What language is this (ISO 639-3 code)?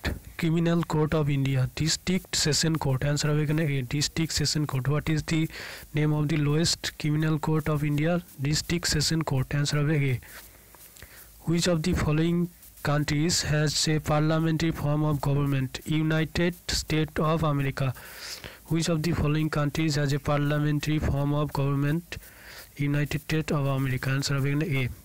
ben